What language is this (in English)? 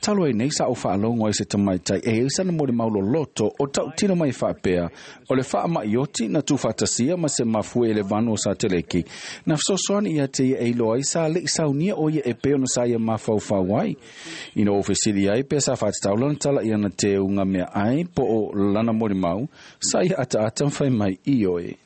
Samoan